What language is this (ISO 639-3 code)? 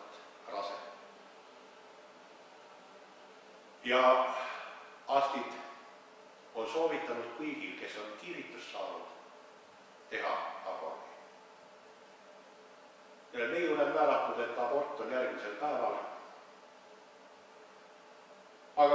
est